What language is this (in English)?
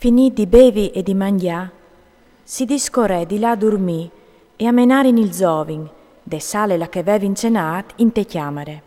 Friulian